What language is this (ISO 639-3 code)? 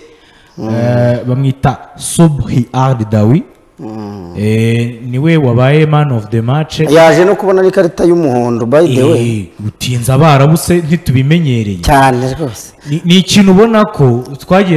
kin